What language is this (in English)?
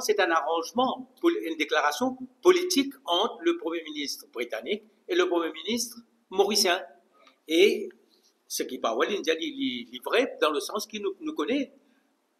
Morisyen